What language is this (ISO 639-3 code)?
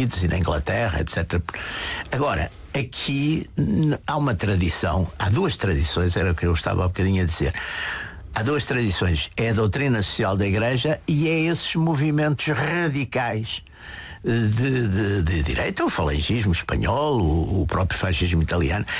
por